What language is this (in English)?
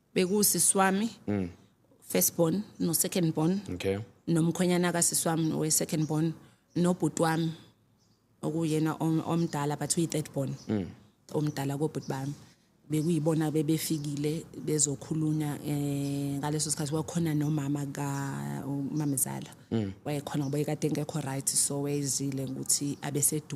Zulu